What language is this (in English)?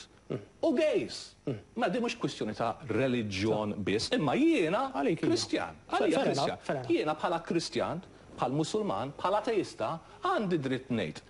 Maltese